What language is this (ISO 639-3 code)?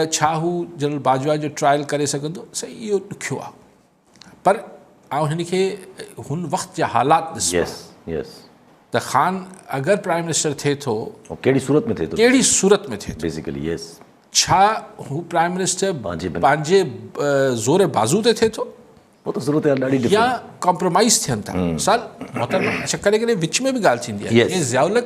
snd